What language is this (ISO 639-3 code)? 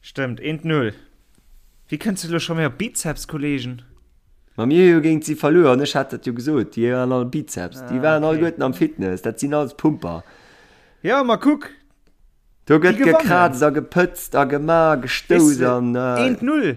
ltz